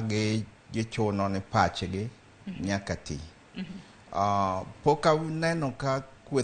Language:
Luo (Kenya and Tanzania)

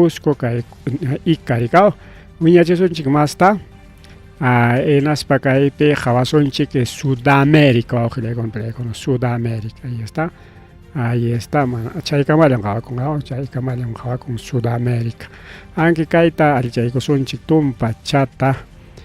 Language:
Ayacucho Quechua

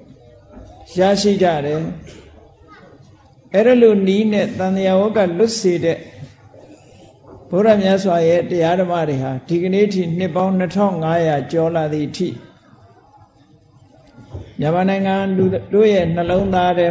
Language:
Burmese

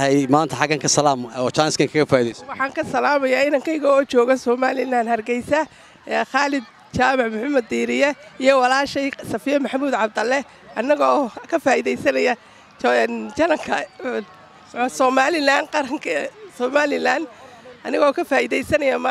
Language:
Somali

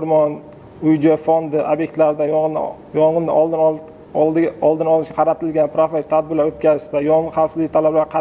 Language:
Uzbek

